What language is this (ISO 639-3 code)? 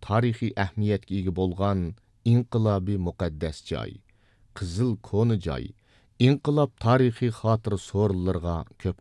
uig